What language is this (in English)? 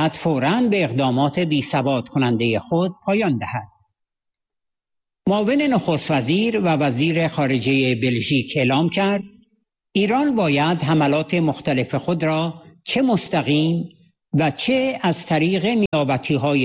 Persian